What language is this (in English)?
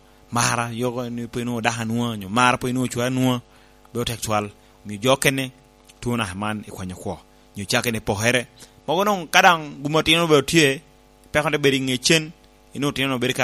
Lango (Uganda)